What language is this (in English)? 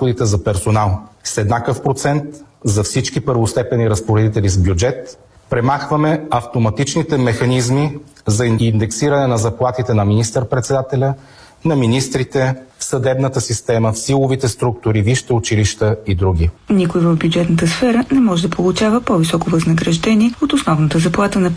Bulgarian